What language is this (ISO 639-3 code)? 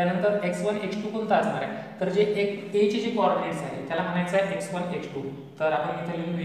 mar